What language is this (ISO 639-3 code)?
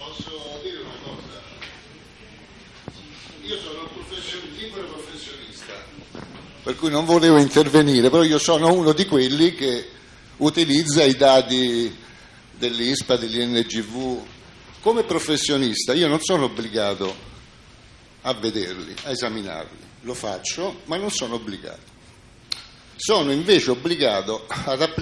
ita